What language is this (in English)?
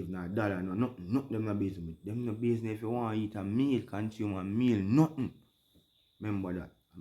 Jamaican Creole English